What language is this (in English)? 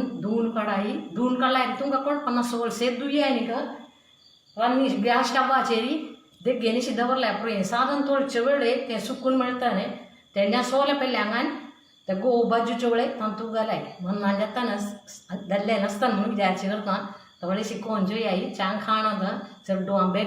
Konkani